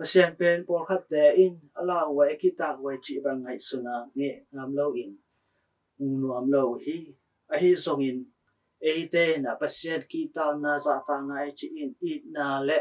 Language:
Tedim Chin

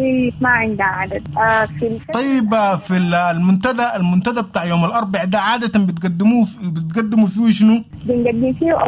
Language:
Sudanese Arabic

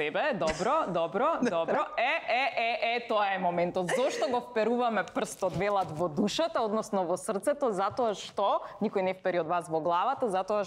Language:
Macedonian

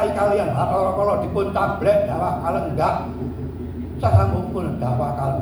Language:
Javanese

